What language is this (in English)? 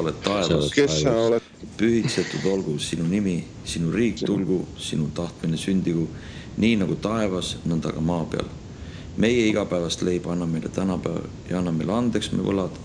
Estonian